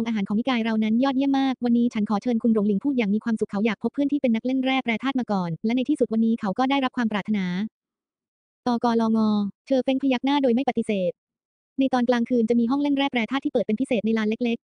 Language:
Thai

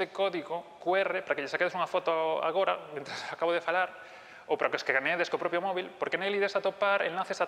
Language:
Galician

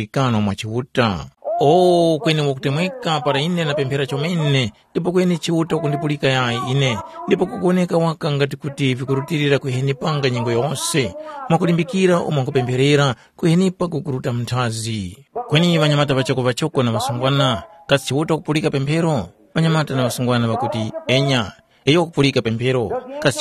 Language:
Tumbuka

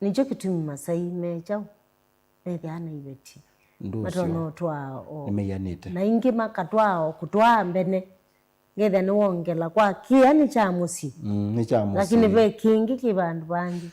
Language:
Kamba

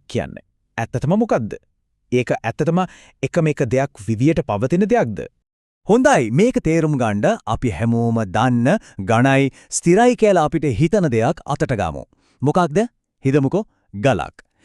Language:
Sinhala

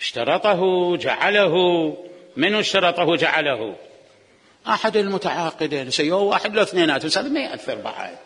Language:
Mesopotamian Arabic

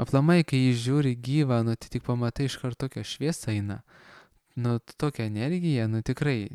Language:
Lithuanian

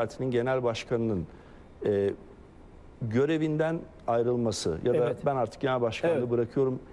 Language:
Turkish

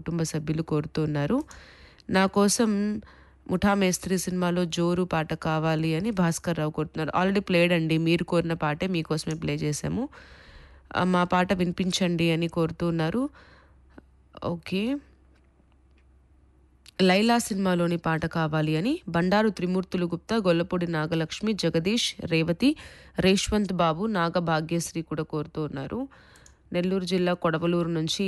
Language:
Telugu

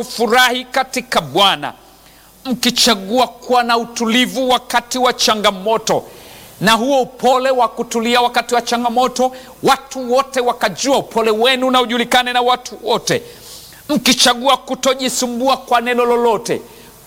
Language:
Swahili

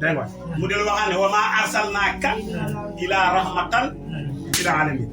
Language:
Wolof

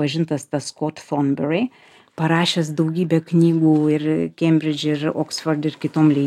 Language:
Lithuanian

